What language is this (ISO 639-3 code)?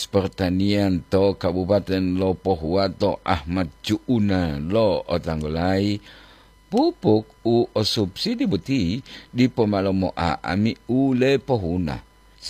gor